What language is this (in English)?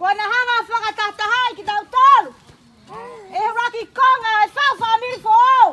Tongan